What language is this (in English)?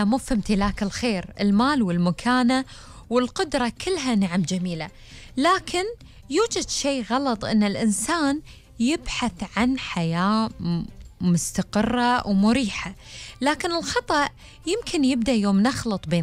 Gulf Arabic